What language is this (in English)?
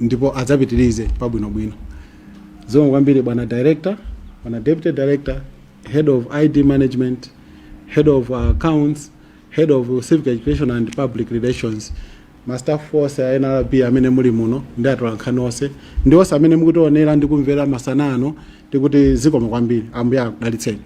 Nyanja